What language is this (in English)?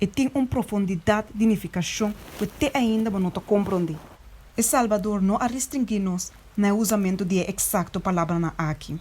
Papiamento